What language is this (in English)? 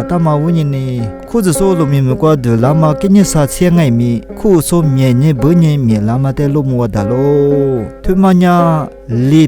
Lisu